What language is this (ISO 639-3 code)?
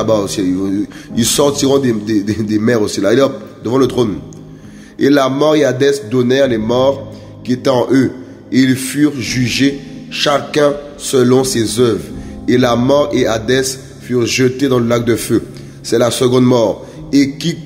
fra